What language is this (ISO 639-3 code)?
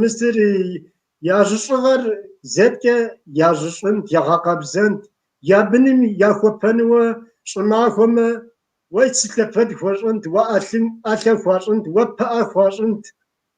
kbd